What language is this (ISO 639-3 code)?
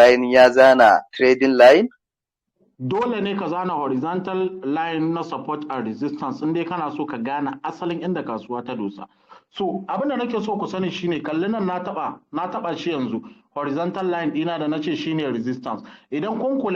hau